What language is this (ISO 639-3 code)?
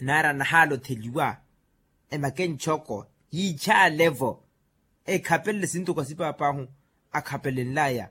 vmw